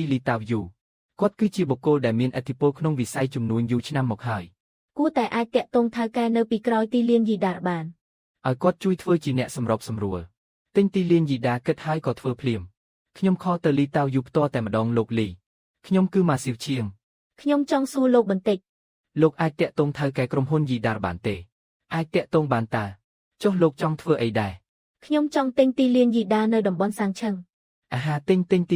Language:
Khmer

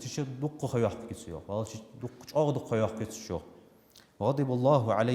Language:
Ingush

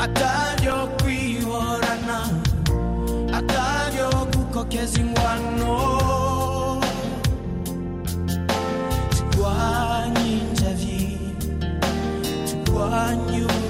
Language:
Kinyarwanda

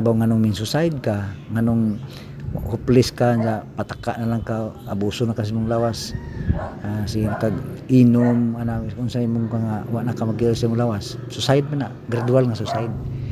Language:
Cebuano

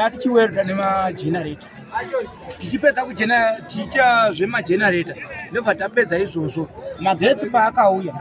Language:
Shona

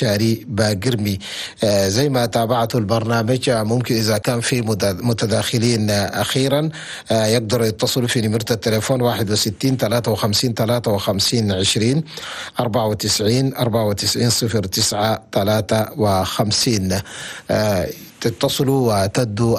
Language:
Chadian Arabic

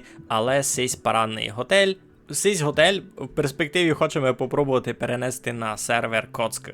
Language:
Rusyn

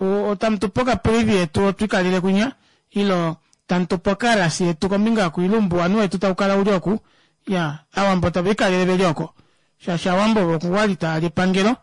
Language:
Kuanyama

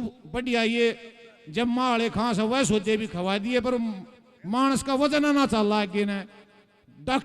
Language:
Haryanvi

